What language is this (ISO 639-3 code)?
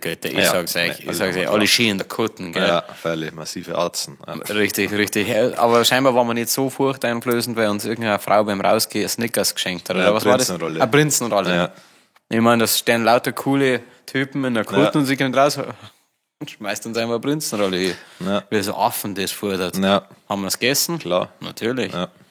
bar